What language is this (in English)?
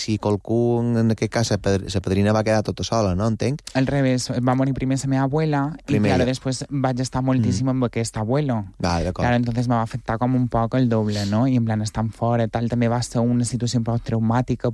Catalan